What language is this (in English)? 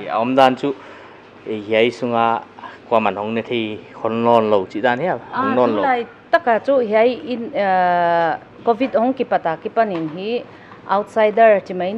Paite Chin